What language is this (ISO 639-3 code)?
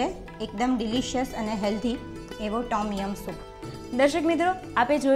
guj